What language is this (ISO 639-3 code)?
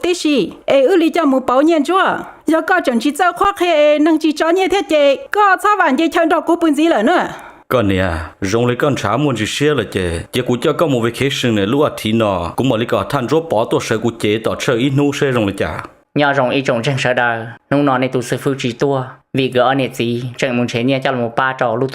hmn